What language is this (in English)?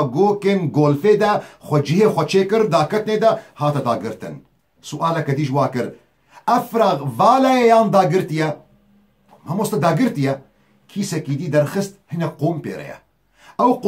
Kurdish